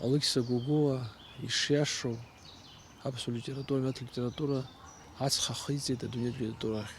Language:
Abkhazian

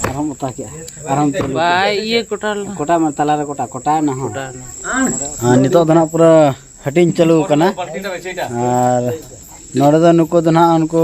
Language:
Santali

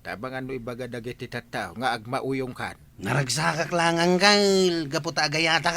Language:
Iloko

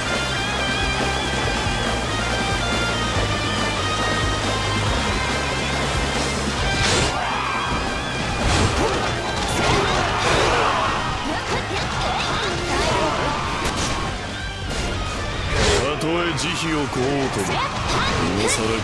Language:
Japanese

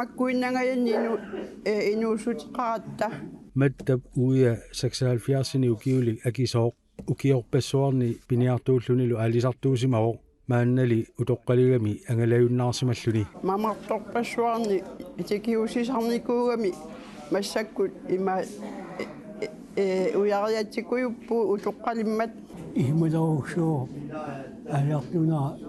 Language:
Kalaallisut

